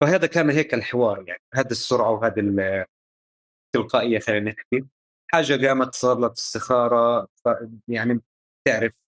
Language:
North Levantine Arabic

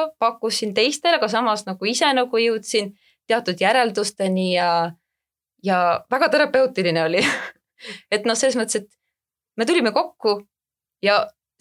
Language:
Estonian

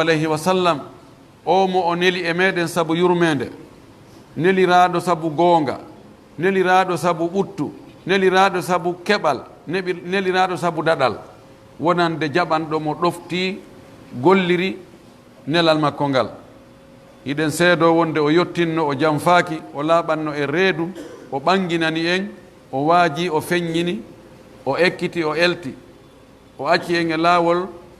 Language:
Pular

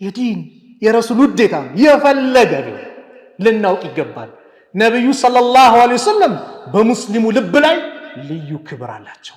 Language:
Amharic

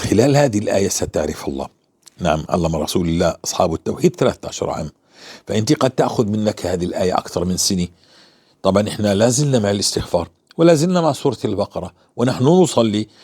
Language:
North Levantine Arabic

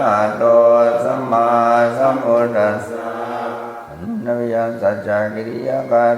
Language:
Pali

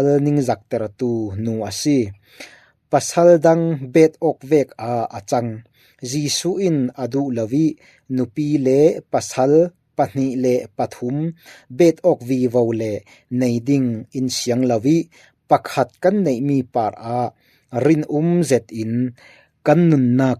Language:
Falam Chin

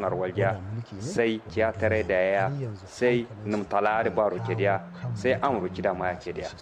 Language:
Kanuri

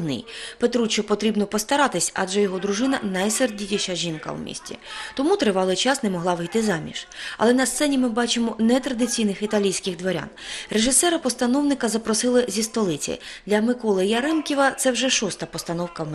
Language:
Ukrainian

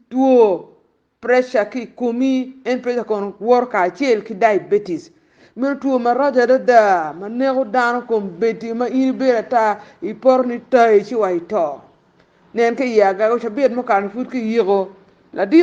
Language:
Acoli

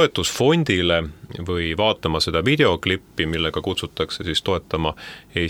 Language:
Estonian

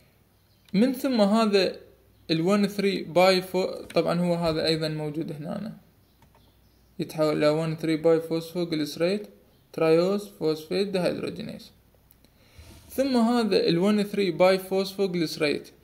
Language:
Arabic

